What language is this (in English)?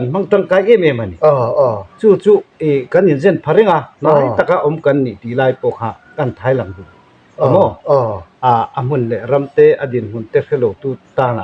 Mizo